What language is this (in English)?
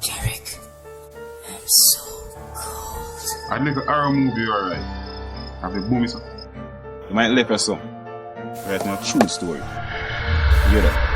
Jamaican Creole English